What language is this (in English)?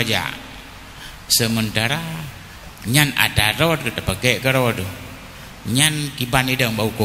Achinese